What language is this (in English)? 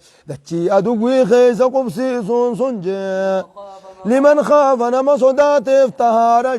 Oromo